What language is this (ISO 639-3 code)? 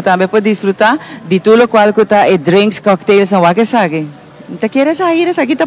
pap